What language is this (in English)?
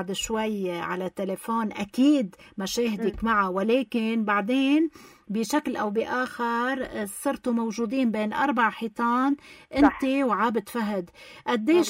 North Levantine Arabic